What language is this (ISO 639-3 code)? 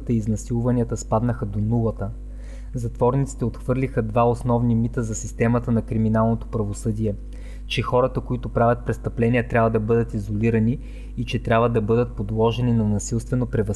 bul